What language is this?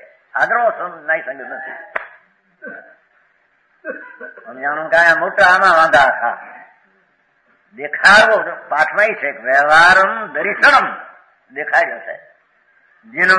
Gujarati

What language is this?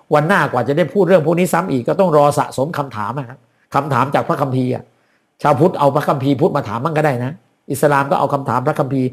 Thai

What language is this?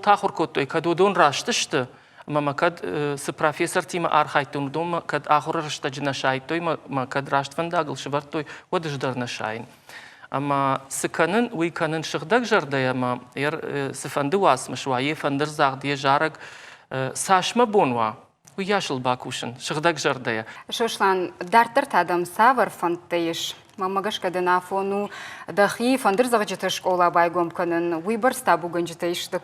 Ossetic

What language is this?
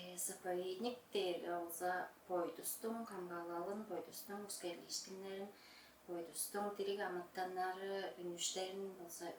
Tuvinian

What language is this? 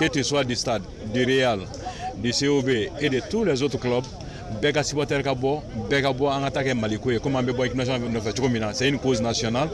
Bambara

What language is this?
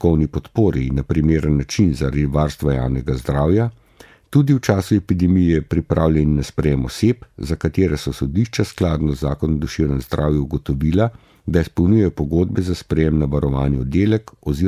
Slovenian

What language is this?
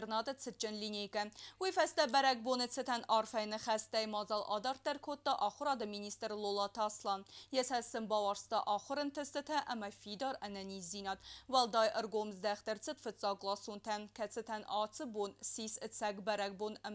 Ossetic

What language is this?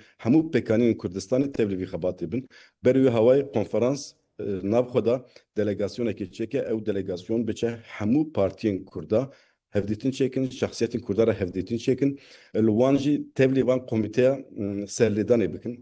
Kurdish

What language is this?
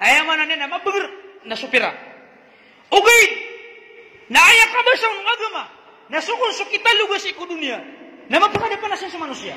Maranao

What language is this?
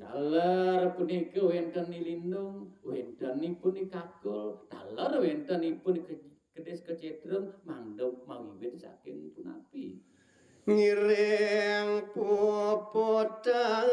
Balinese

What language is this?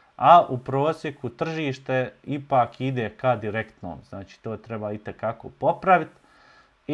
Bosnian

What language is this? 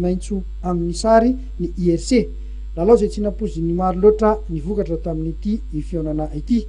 Malagasy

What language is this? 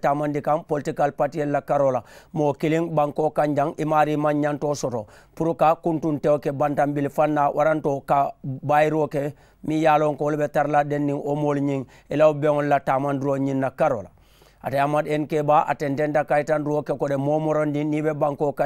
Mandingo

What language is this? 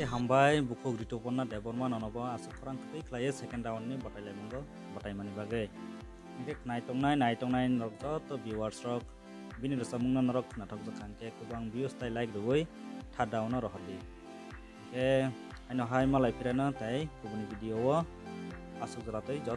Kok Borok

